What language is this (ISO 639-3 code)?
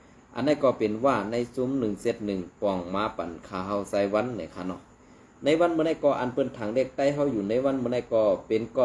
shn